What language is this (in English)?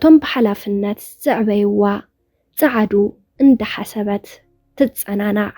Tigrinya